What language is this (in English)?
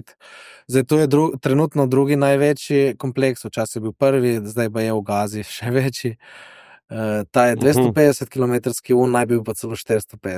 Slovenian